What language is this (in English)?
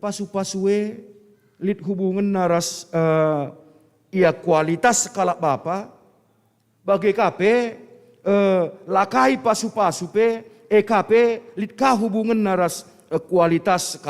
Batak Karo